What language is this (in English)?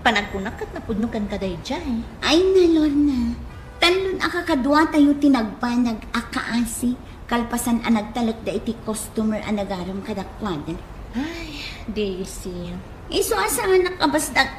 Iloko